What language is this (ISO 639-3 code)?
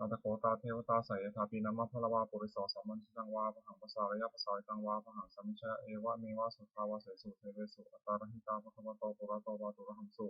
pli